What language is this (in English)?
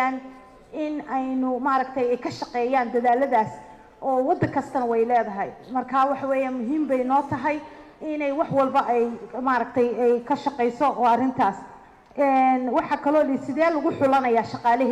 Somali